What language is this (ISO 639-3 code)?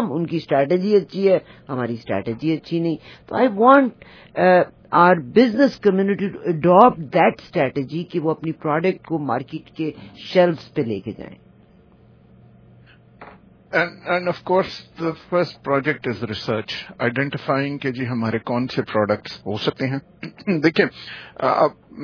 urd